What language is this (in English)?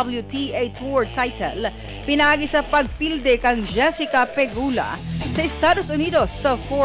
Cebuano